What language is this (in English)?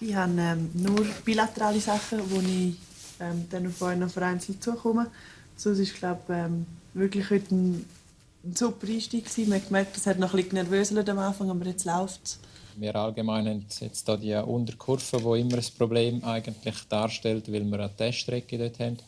Romansh